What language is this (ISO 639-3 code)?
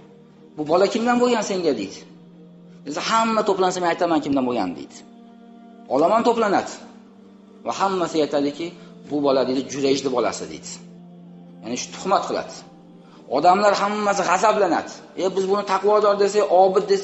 uzb